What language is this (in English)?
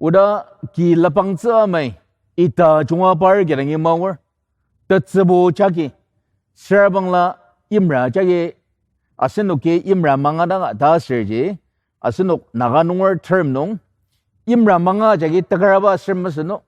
Ao Naga